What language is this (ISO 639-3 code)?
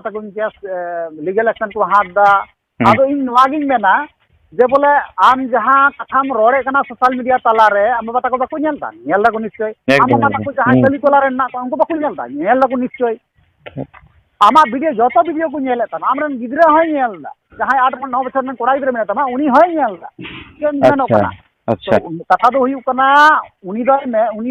sat